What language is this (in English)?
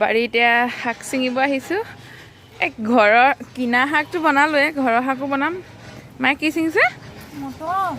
Assamese